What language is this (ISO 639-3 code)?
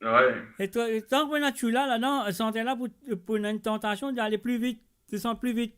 mfe